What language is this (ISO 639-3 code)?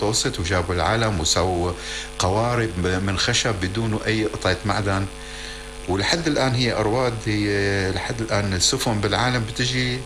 apc